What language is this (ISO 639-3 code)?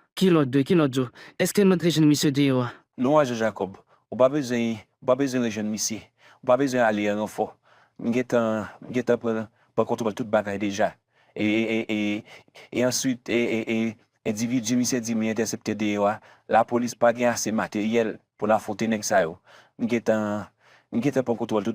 hat